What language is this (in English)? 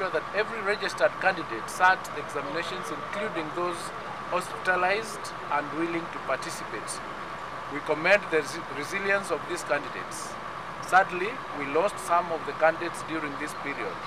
Gusii